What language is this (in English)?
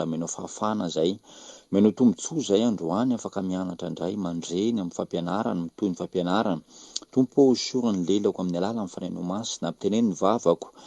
Malagasy